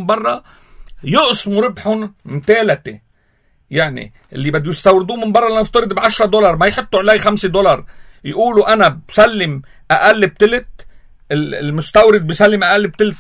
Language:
North Levantine Arabic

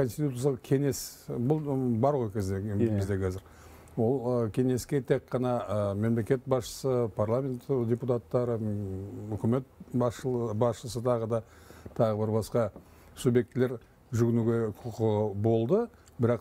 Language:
Kazakh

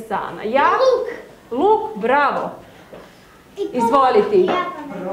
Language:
Serbian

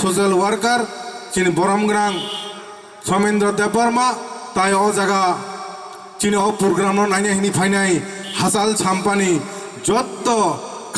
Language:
Kok Borok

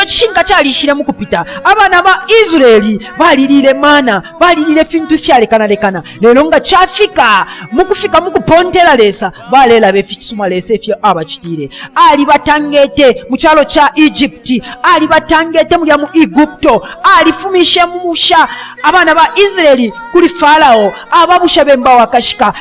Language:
Bemba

